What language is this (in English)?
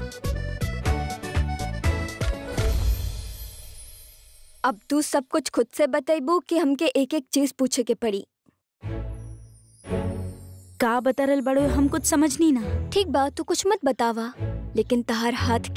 Bhojpuri